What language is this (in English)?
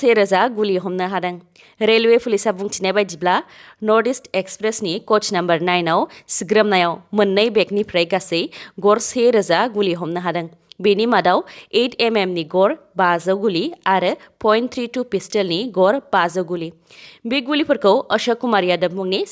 Bodo